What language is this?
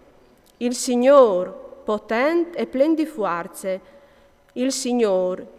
Friulian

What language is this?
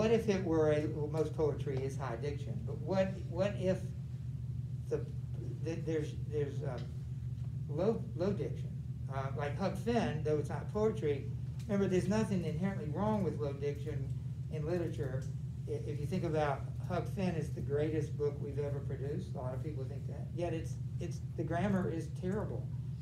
English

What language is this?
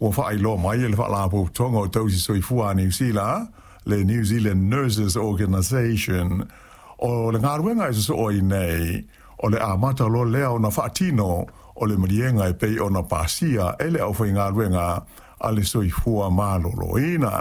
Samoan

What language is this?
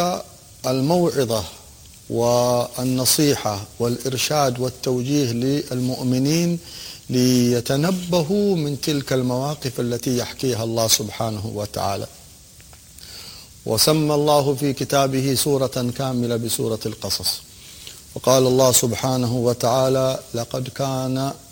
Arabic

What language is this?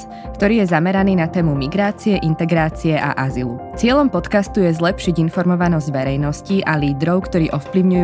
Slovak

